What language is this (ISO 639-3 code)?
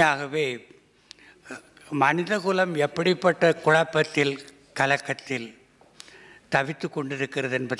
tam